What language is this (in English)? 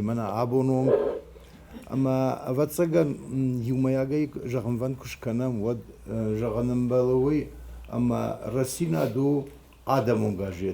Ossetic